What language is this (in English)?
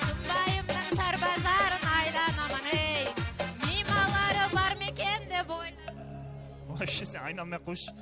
Kara-Kalpak